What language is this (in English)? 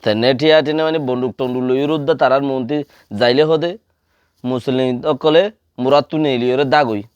Rohingya